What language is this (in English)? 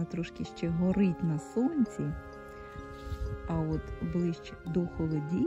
Ukrainian